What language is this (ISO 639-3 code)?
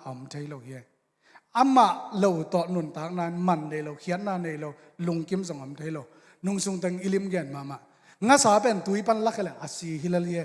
ctd